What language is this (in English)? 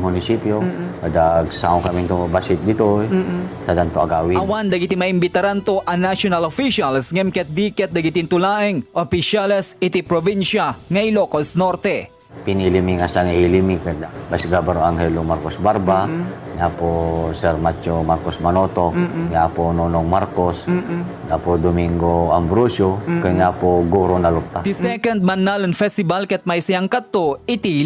Iloko